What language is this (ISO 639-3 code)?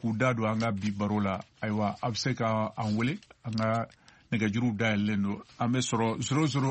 bam